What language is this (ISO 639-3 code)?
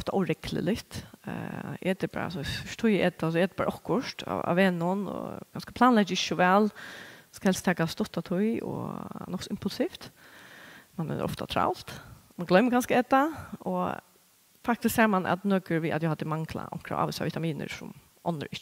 fao